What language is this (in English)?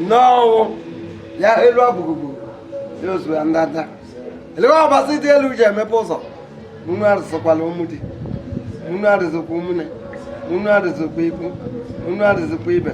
Igbo